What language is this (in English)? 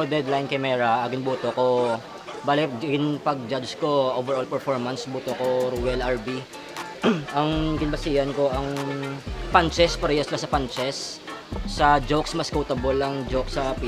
Hiligaynon